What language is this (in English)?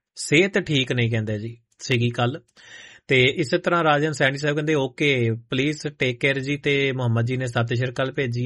Punjabi